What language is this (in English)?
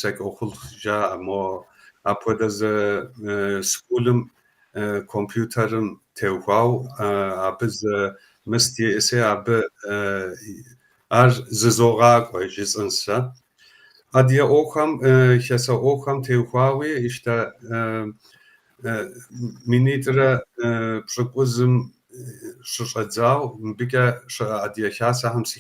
Kabardian